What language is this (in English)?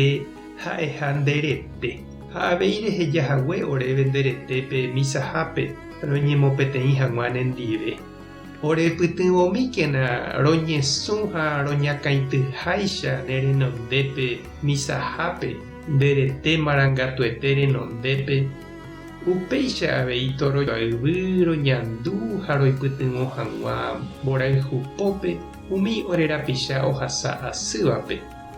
Guarani